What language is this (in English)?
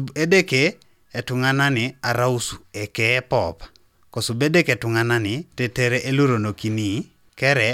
Teso